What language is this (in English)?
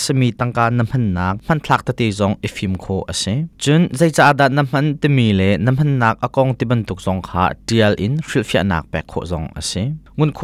Hakha Chin